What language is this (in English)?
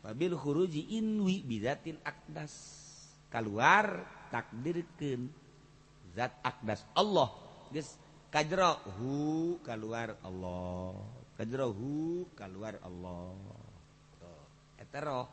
Sundanese